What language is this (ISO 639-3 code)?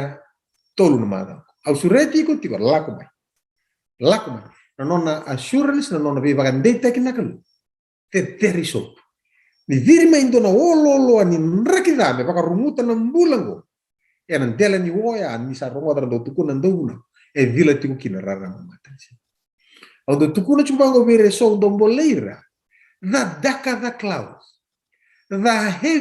fij